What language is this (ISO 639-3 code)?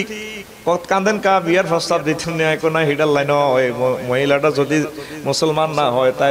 ben